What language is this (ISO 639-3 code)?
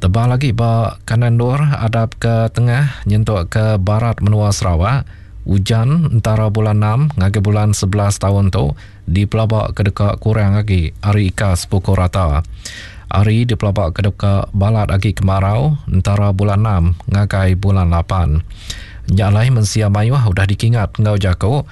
iba